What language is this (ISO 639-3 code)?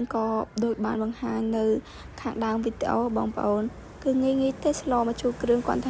khm